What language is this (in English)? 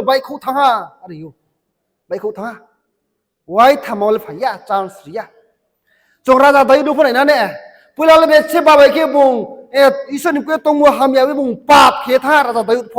Riang (India)